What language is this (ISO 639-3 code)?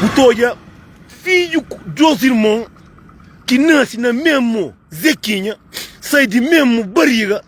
kea